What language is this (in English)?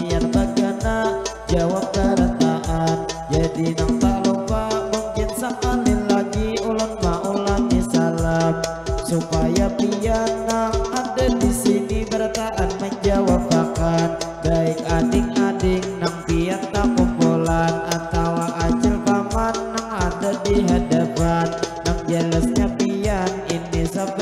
Banjar